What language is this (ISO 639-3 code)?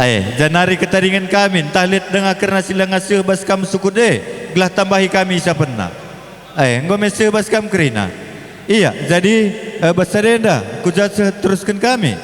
btx